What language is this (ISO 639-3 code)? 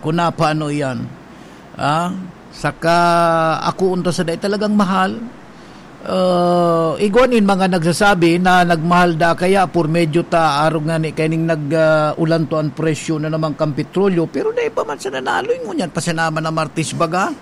bik